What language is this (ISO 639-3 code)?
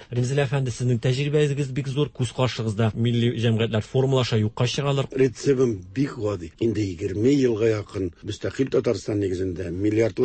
tat